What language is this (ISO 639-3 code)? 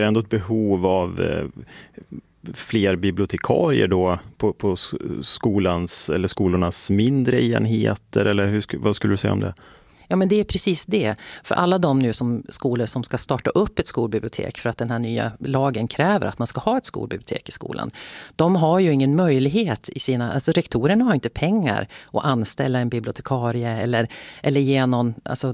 swe